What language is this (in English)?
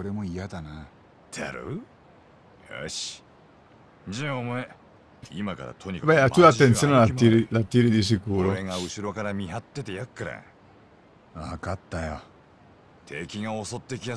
Italian